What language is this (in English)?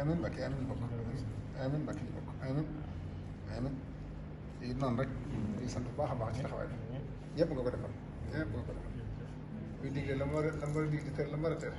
Wolof